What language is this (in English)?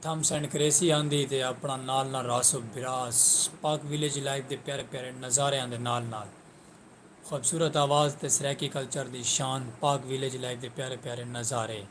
Saraiki